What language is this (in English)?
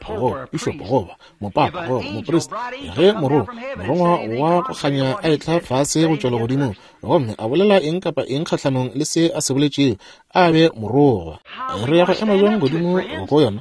Northern Sotho